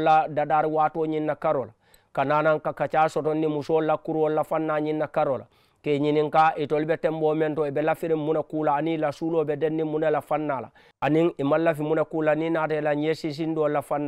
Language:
Mandingo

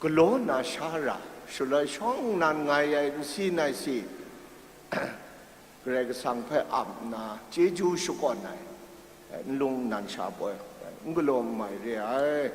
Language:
Kachin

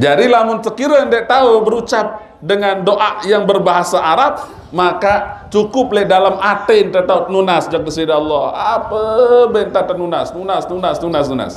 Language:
Sasak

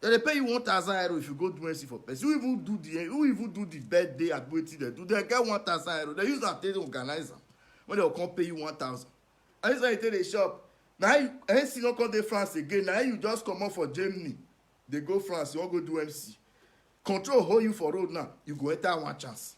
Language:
Nigerian Pidgin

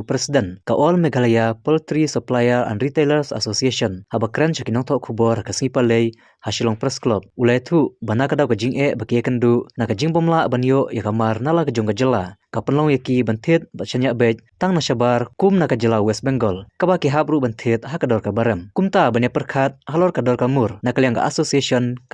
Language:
Khasi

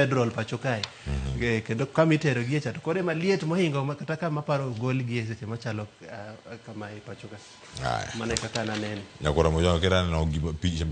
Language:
Luo (Kenya and Tanzania)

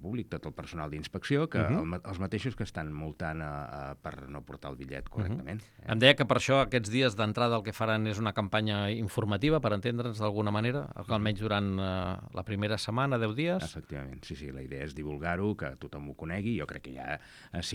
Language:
Catalan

